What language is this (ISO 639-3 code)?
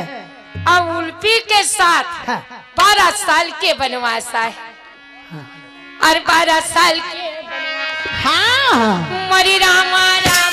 hne